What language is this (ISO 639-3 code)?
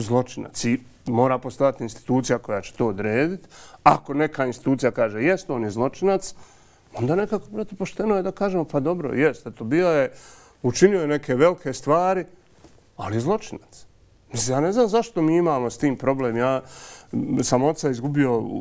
bos